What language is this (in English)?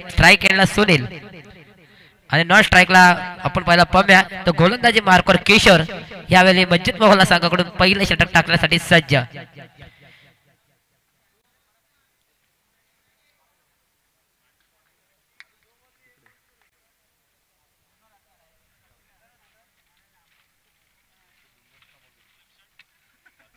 Marathi